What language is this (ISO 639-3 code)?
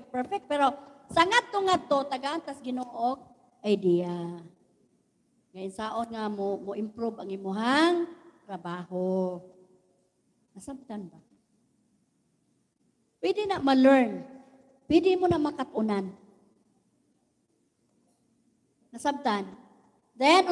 ceb